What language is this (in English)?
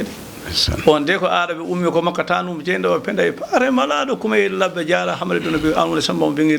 Fula